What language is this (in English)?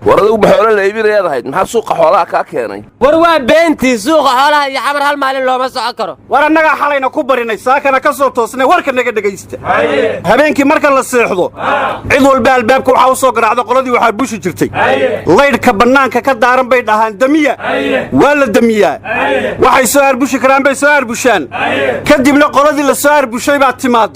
Somali